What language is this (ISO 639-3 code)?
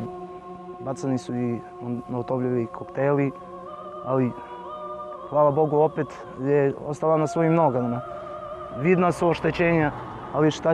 srp